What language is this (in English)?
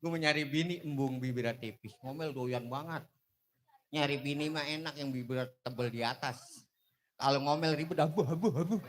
Betawi